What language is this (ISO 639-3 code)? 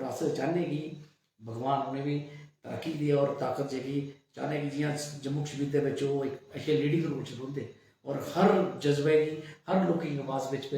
doi